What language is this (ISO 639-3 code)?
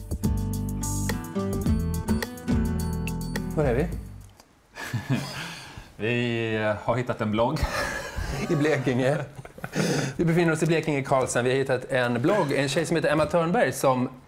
swe